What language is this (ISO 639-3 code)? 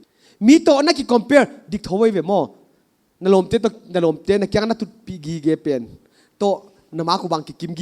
pck